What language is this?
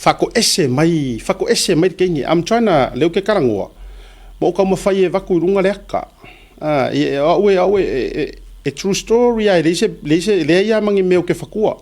Samoan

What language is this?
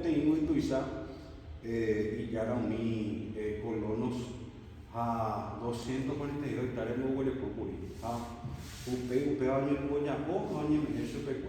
Guarani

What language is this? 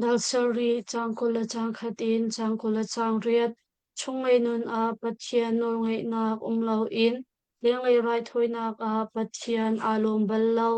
Hakha Chin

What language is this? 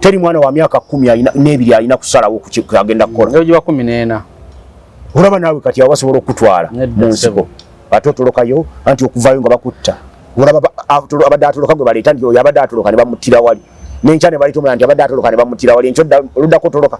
Ganda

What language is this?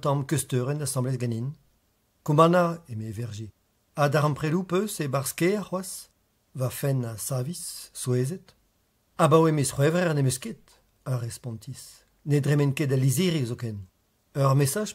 Breton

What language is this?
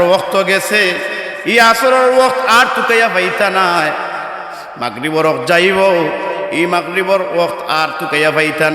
Sylheti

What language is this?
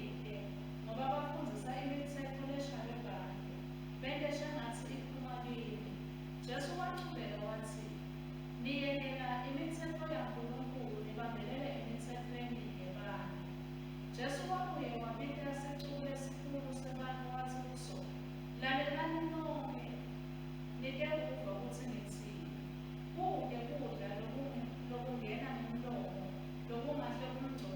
Swati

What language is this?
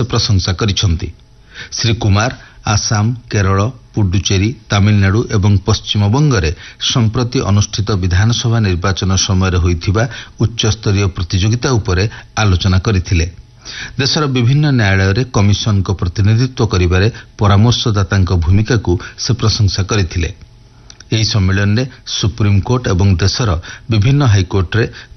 Odia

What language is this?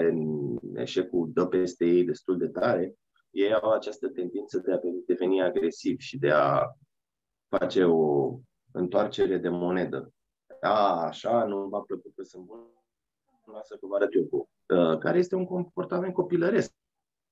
Romanian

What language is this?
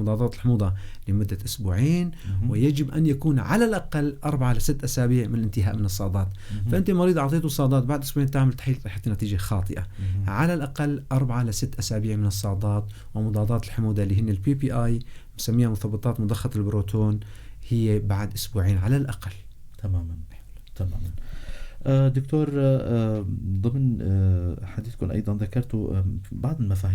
North Levantine Arabic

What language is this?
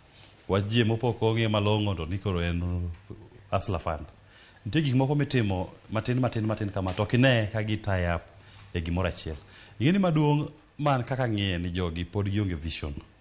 Luo (Kenya and Tanzania)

